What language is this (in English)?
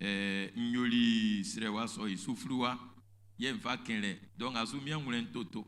Baoulé